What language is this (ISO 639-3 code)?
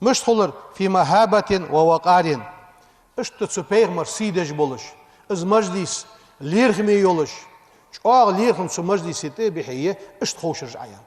inh